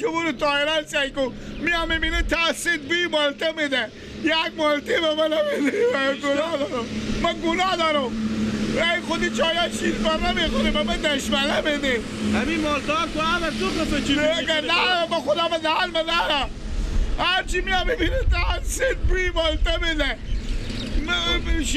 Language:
Persian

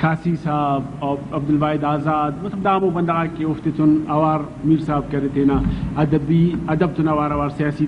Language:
Brahui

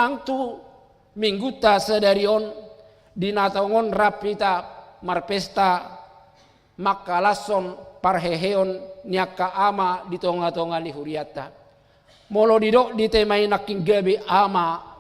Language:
Batak Toba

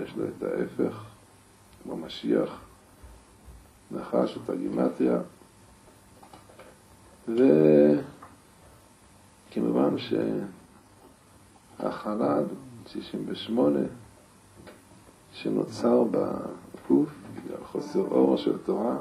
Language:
Hebrew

